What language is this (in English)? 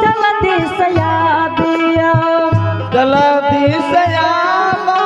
Angika